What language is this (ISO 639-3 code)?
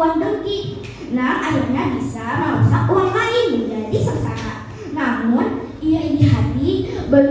bjn